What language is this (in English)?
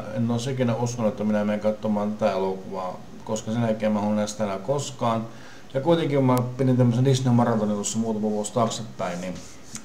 Finnish